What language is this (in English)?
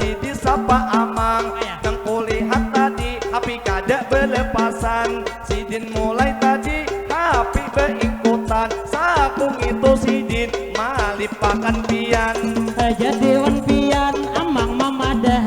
Banjar